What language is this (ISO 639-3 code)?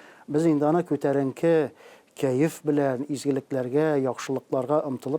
tat